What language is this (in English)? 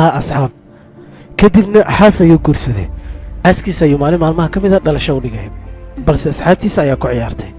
Somali